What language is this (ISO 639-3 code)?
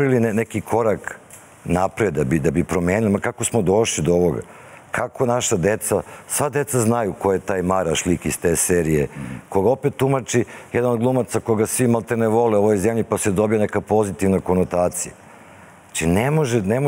srp